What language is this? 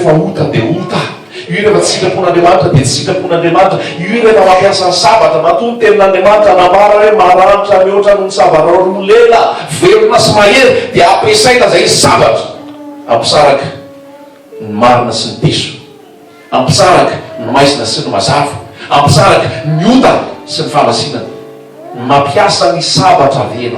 Malagasy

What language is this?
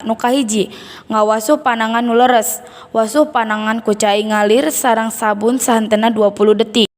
Sundanese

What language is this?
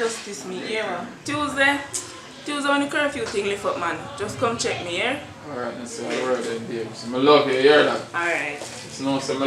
Jamaican Creole English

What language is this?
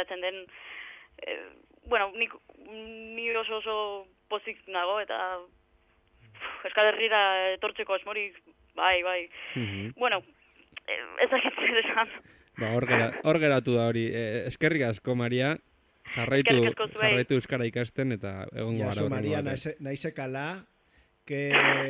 Basque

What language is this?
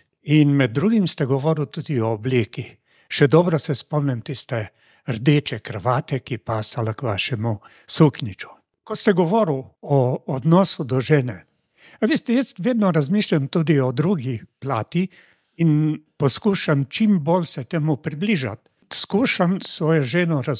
Slovenian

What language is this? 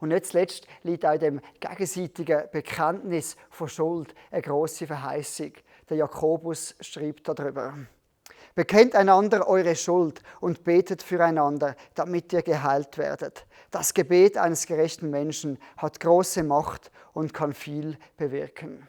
Swiss German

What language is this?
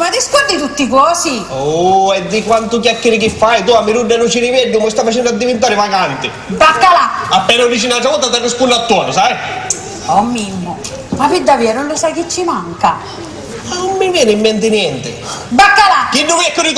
Sicilian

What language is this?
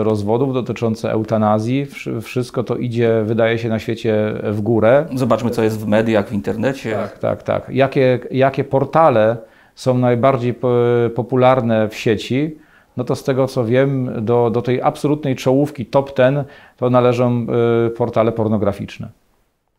Polish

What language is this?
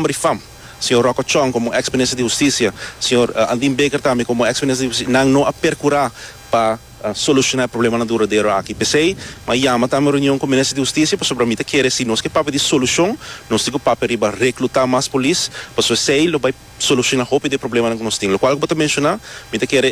Papiamento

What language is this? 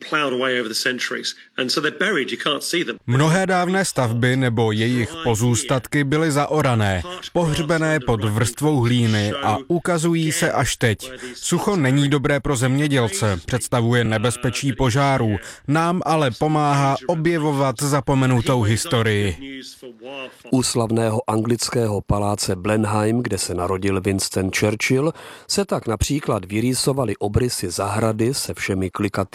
Czech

